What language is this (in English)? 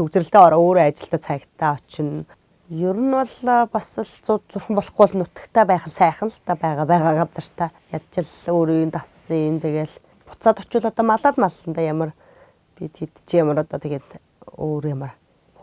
Mongolian